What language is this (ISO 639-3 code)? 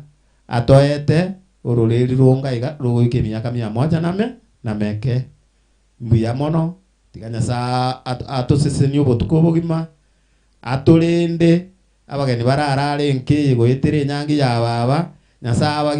guz